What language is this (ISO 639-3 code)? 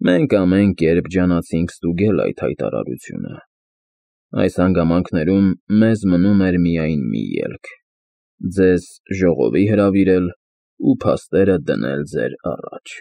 hye